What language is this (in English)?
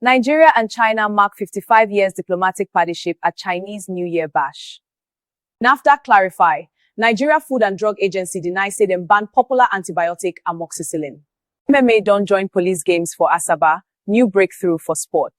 Nigerian Pidgin